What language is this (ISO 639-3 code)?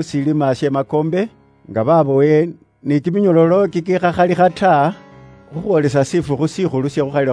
luy